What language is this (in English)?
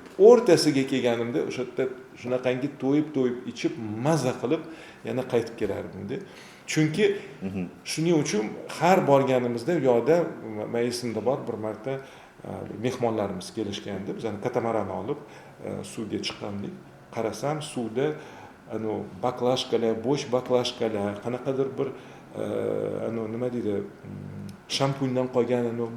Uzbek